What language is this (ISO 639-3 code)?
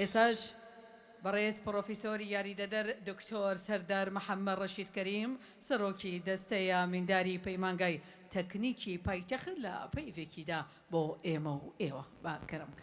ckb